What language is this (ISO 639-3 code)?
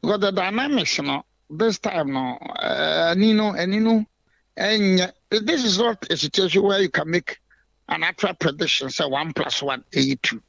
aka